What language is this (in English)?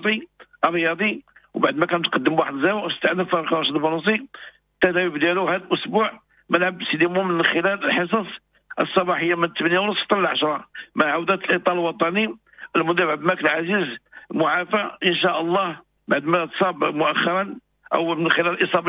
Moroccan Arabic